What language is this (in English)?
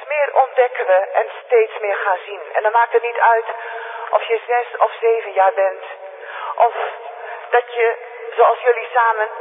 Dutch